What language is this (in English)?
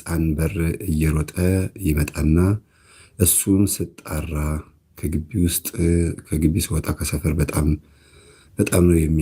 Amharic